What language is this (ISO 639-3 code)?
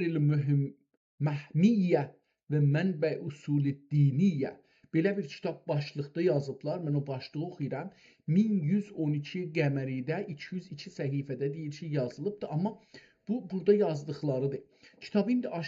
azb